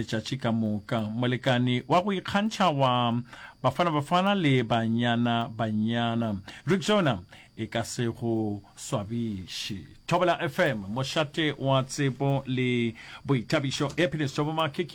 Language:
Northern Sotho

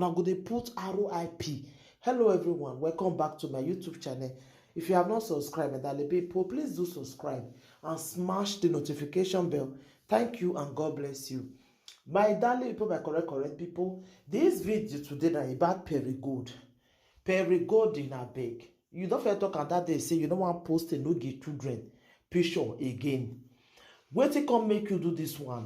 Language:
Nigerian Pidgin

